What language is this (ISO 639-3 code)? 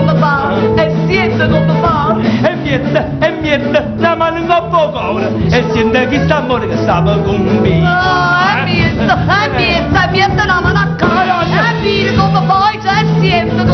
nap